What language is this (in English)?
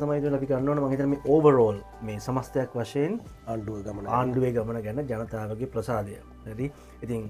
Sinhala